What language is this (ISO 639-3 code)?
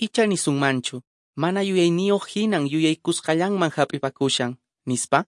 que